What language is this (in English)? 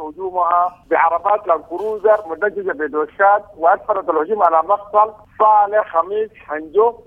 Sudanese Arabic